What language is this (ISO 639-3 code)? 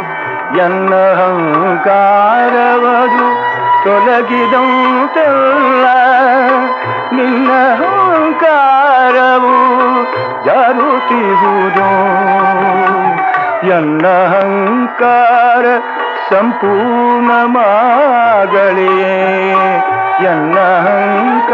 kan